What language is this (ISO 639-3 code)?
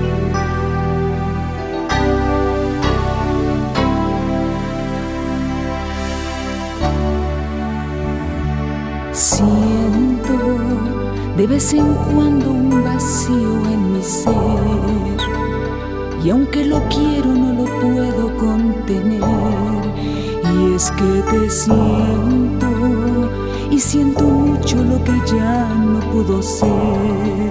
spa